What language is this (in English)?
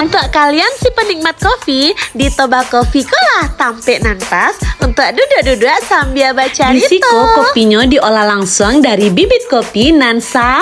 Minangkabau